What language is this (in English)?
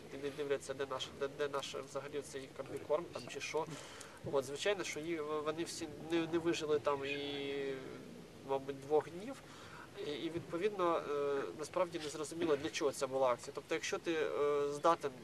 Ukrainian